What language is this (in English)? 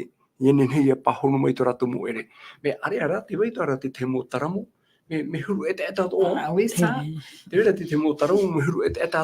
Tahitian